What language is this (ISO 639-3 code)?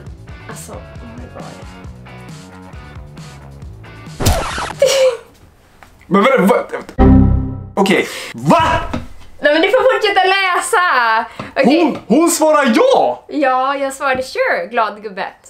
swe